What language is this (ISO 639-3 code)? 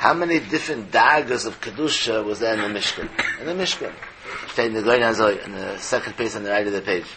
yid